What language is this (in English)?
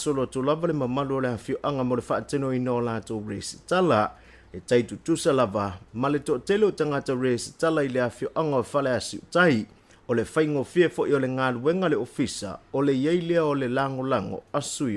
Samoan